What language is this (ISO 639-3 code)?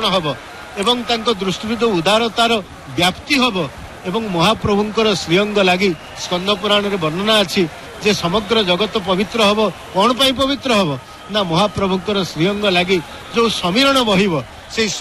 ori